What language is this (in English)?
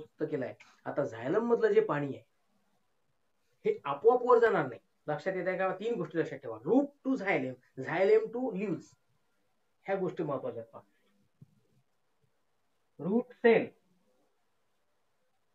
Marathi